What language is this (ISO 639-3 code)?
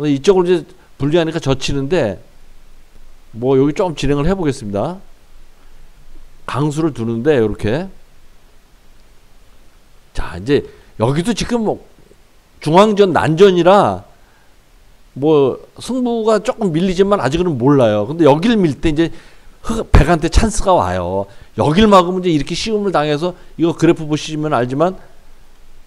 kor